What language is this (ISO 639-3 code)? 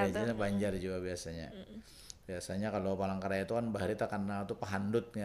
bjn